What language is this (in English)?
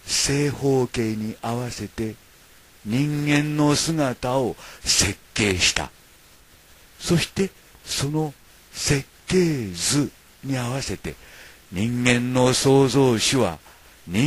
Japanese